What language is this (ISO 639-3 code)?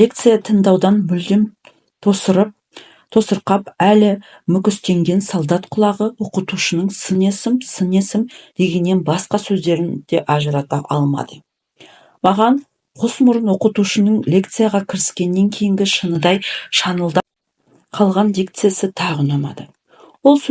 kaz